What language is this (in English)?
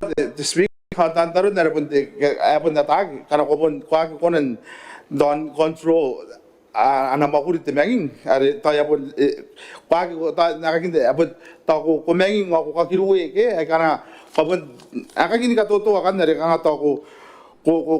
Gilbertese